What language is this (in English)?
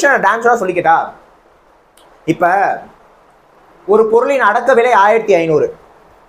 Tamil